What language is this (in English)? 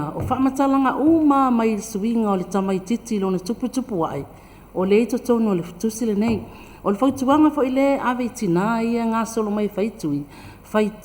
Samoan